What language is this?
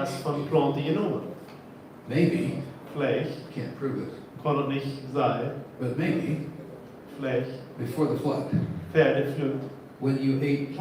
Plautdietsch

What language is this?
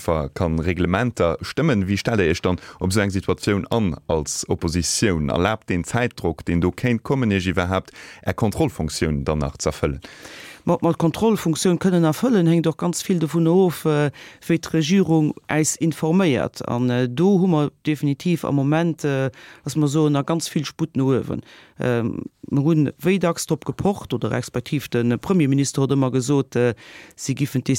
Luxembourgish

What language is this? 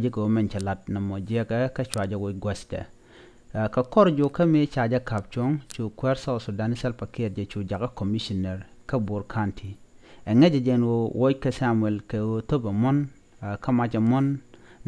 Nuer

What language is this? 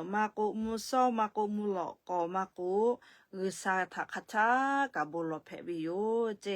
Lahu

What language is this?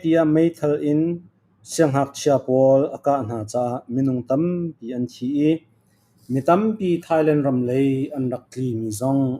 Falam Chin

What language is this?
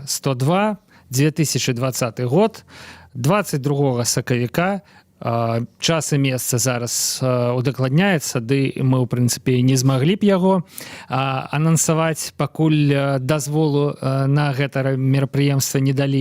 Belarusian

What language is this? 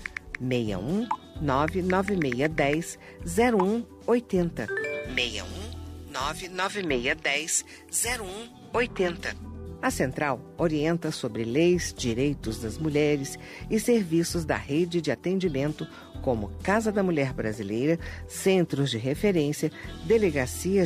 Portuguese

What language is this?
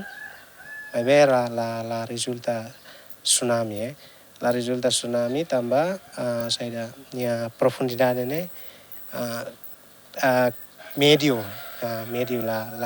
Tetum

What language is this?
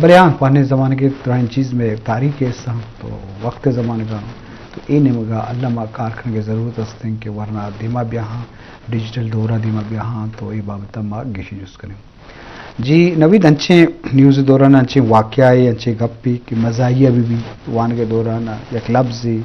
Eastern Balochi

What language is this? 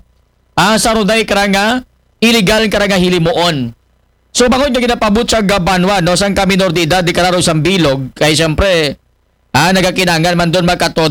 Aklanon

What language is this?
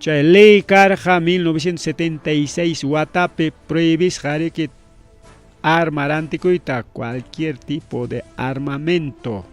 Ayacucho Quechua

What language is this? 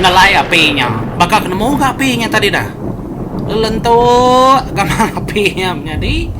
Iban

